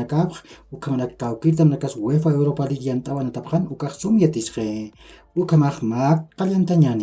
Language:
Aymara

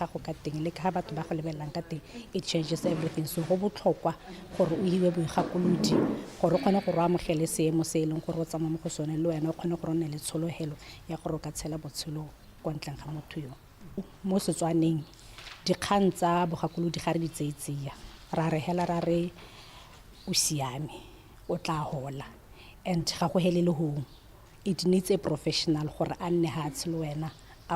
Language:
Tswana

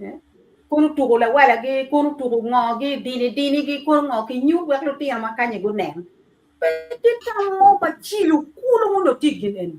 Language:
Acoli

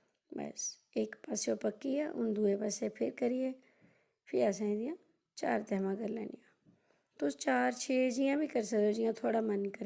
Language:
Dogri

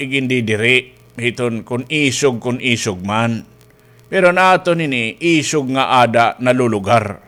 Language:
Waray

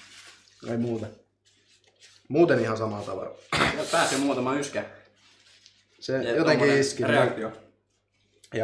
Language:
Finnish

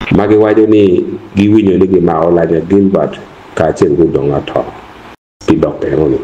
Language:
Acoli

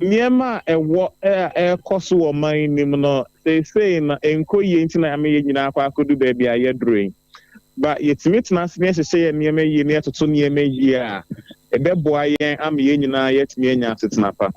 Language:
Akan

